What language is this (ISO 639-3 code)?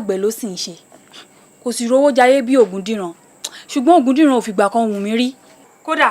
yor